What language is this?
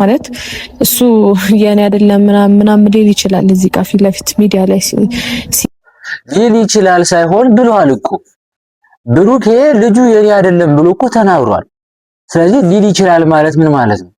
Amharic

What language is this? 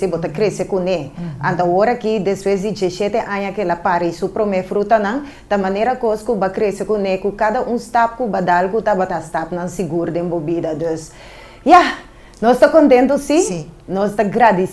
Papiamento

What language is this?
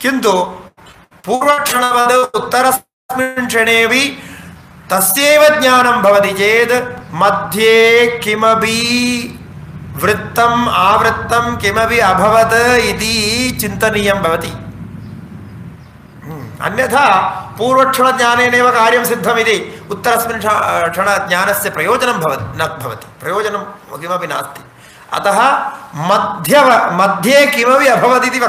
Sanskrit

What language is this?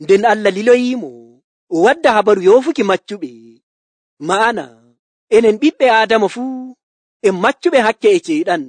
Nigerian Fulfulde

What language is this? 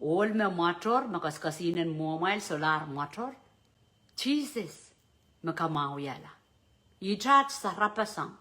Pohnpeian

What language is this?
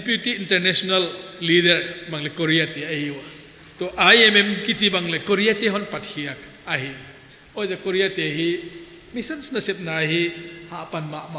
Paite Chin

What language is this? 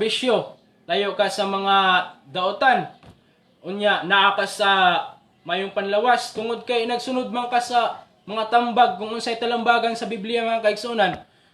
Cebuano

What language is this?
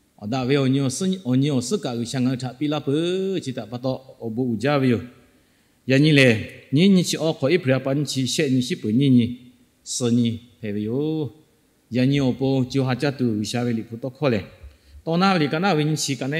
Lahu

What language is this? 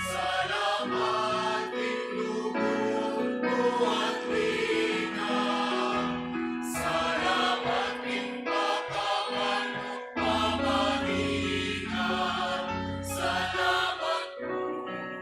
Pampanga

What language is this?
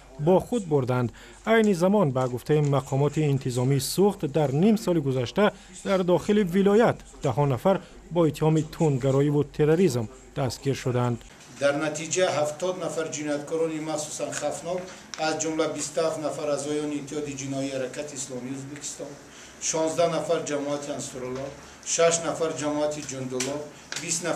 Tajik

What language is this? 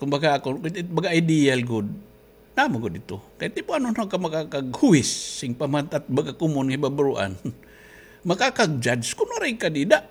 Waray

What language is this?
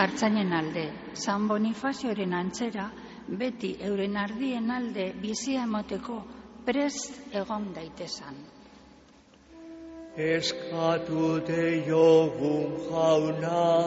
Basque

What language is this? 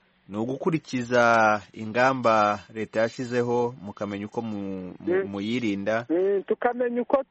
Kinyarwanda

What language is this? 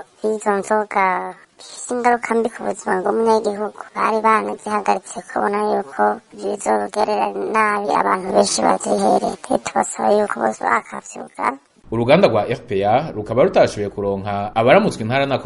Rundi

